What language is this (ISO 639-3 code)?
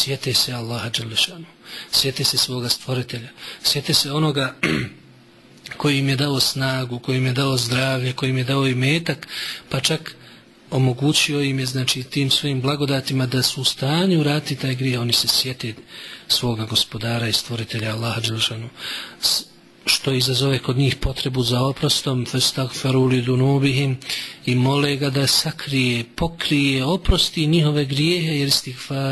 bos